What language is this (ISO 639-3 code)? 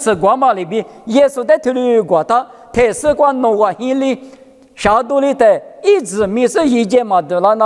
lis